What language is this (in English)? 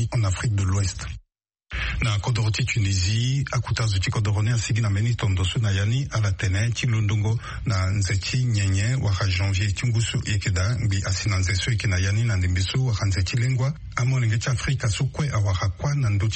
Sango